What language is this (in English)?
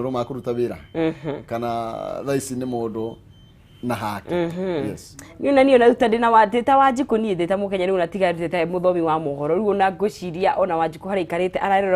Kikuyu